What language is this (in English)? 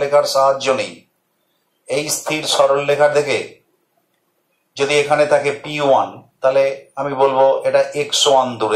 Bangla